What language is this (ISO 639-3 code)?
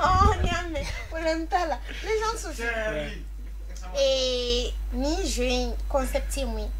bam